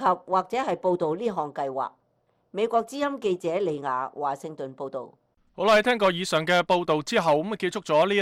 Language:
Cantonese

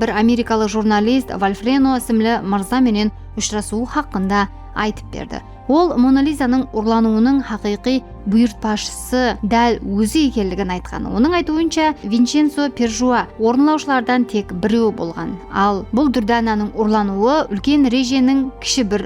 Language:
Kara-Kalpak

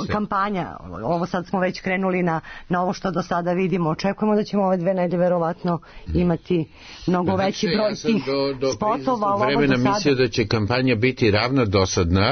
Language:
Serbian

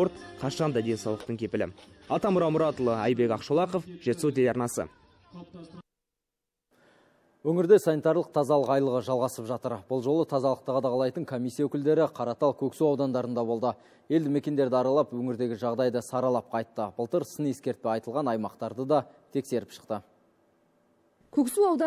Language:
Kazakh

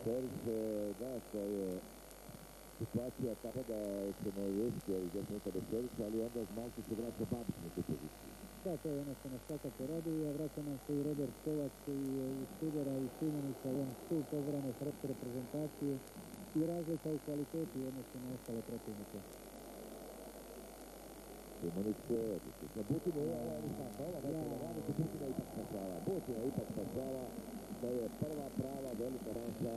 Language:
Croatian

